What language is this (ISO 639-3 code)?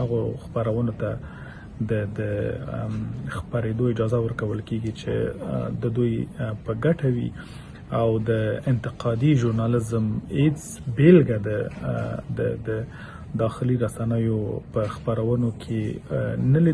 pus